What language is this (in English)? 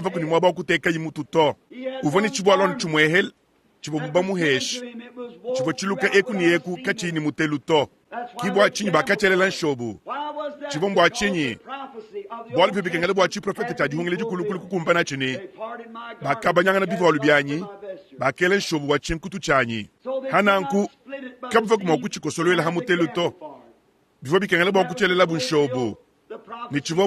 Luba-Lulua